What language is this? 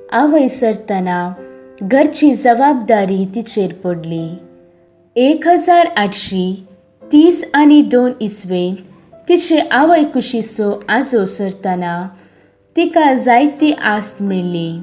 Konkani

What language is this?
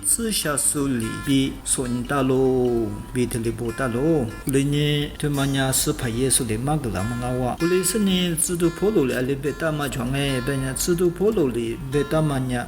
Lisu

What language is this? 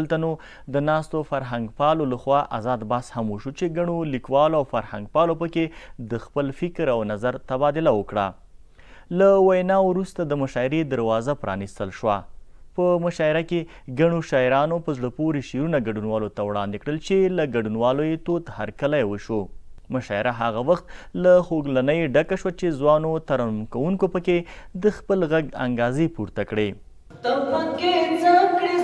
Pashto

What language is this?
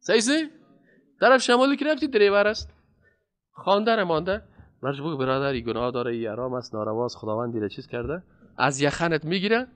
Persian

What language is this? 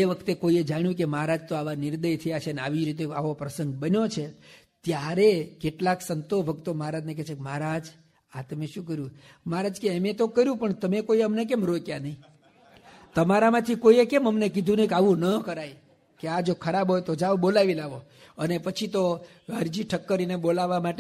Gujarati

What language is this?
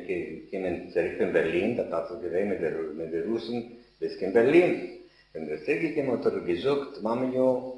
Yiddish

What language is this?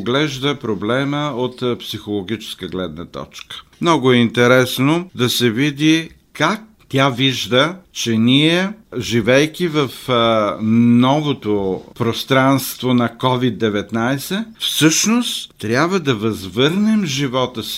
Bulgarian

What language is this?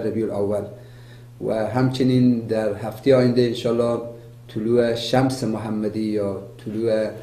Persian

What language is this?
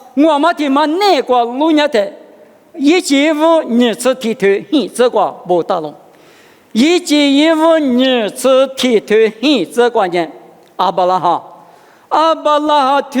Lisu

